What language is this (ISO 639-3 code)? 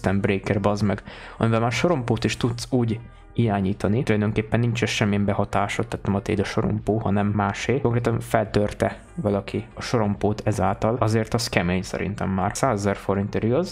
hun